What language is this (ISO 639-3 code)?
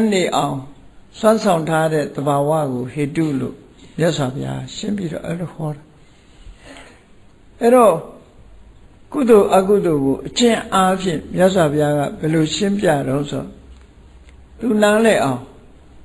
mya